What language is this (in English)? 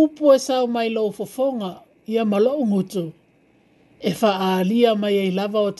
Samoan